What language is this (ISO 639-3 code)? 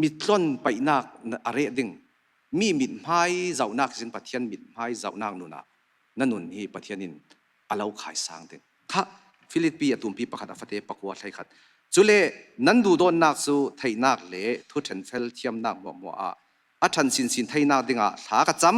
cfm